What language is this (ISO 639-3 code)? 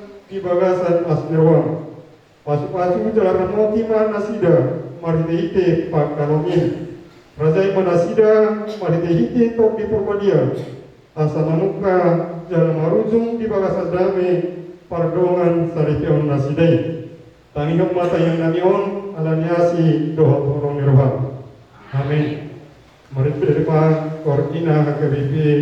bbc